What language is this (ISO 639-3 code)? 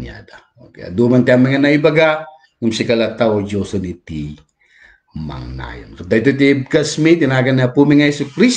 ilo